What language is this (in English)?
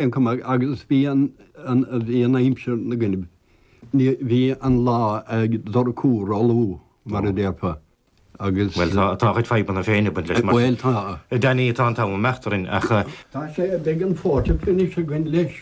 Irish